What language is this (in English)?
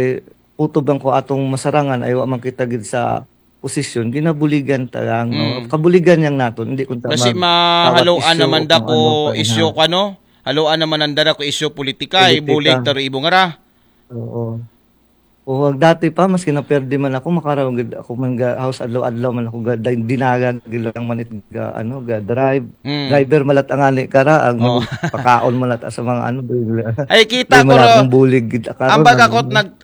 Aklanon